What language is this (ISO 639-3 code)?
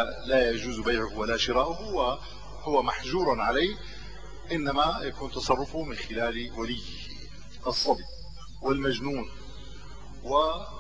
ara